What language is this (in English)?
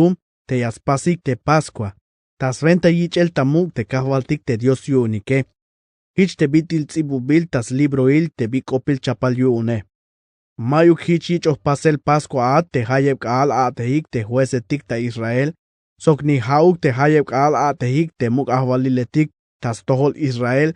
Tzeltal